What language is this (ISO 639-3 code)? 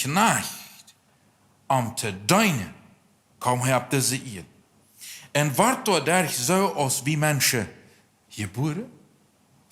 pdt